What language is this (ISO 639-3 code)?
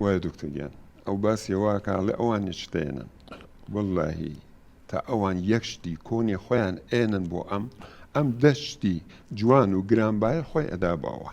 ckb